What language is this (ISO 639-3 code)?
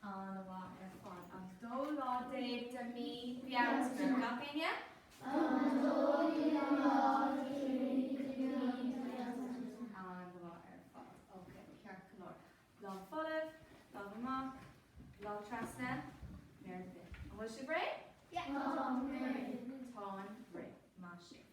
gle